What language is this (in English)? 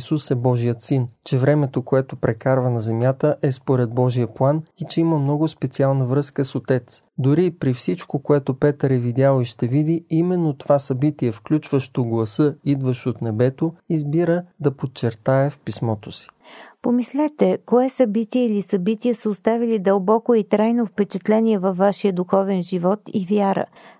Bulgarian